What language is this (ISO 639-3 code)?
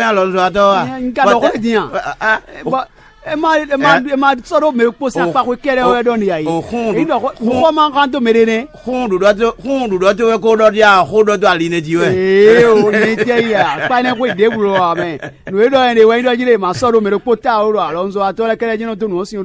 fon